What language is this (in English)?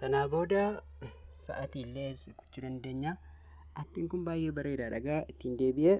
Oromo